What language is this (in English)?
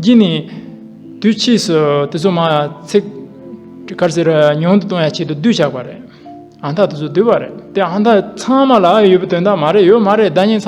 Tibetan